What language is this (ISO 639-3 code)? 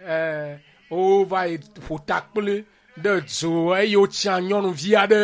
ewe